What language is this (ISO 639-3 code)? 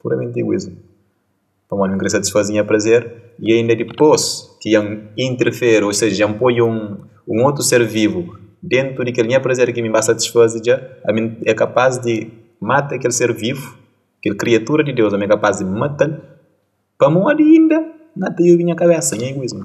kea